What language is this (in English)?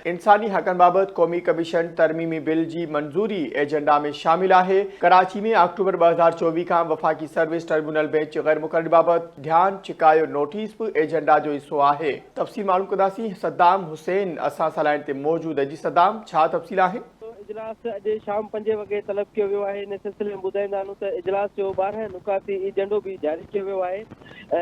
Sindhi